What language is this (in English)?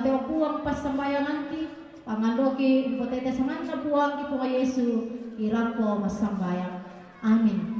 Toraja-Sa'dan